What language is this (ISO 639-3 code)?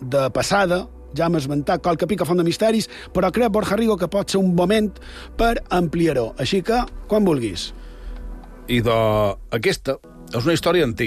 cat